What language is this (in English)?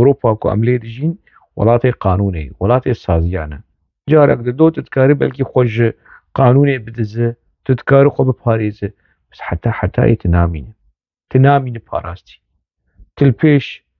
Kurdish